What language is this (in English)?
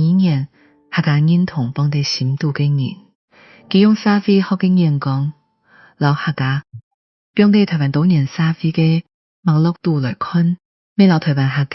Hakka Chinese